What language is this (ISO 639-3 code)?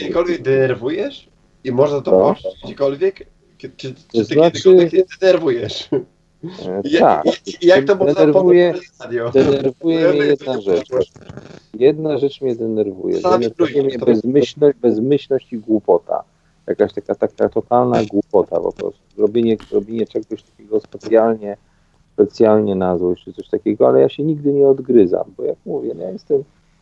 pol